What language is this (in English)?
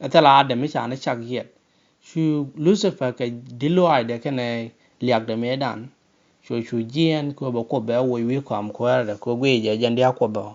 Nuer